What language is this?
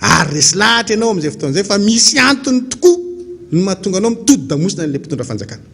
Malagasy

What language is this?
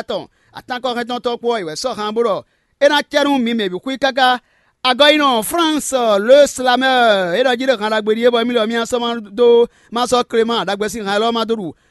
Fon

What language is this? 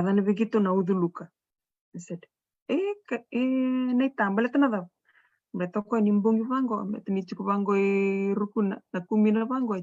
Fijian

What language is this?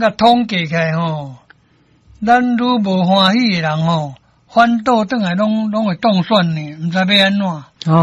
Min Nan Chinese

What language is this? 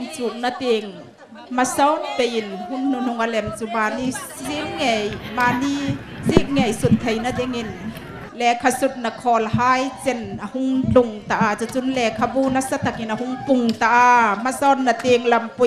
Hmar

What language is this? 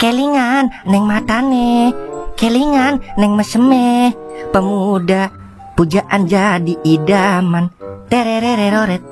Betawi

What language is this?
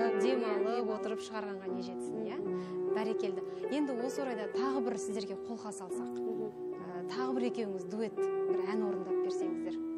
Kazakh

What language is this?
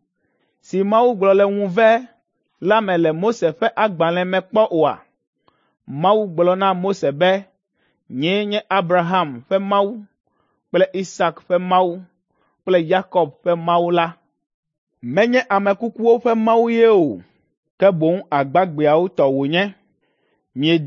Ewe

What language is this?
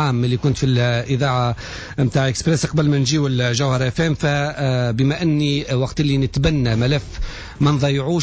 Tunisian Arabic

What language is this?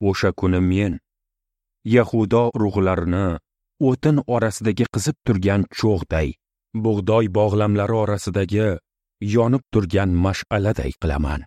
Uzbek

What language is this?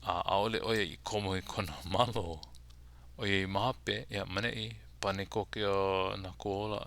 Hawaiian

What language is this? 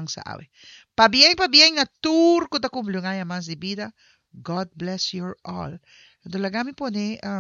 Papiamento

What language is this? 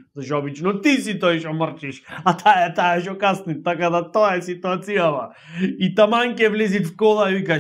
Macedonian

